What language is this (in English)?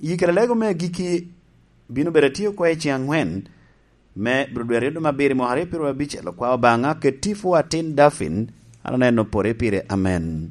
Lango (Uganda)